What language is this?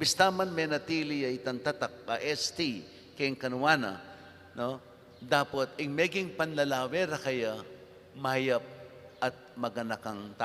Pampanga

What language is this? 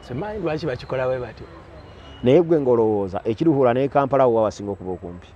Ganda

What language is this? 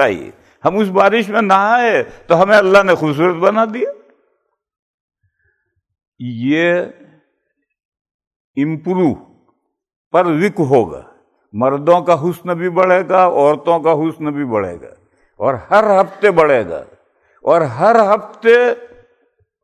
Urdu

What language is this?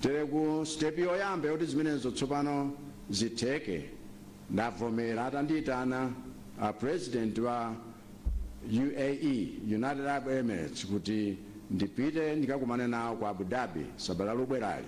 Nyanja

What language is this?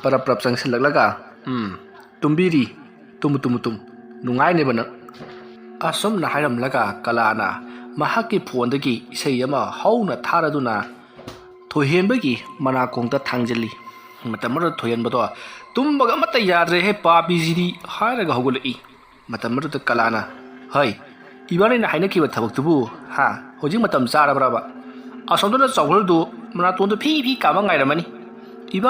Manipuri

